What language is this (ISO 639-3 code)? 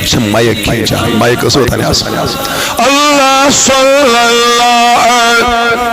kas